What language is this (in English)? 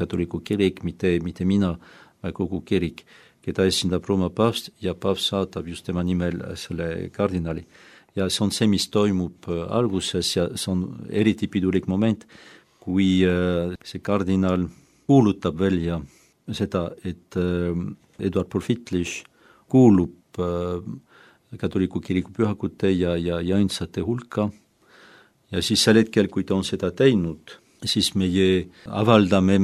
Estonian